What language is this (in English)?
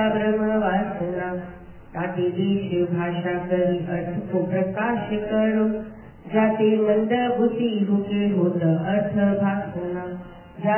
Gujarati